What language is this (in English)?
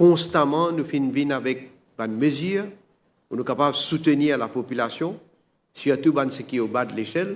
Morisyen